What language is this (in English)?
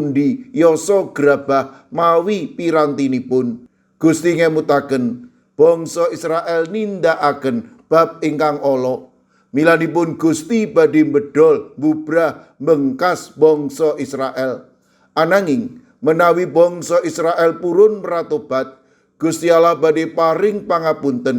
Javanese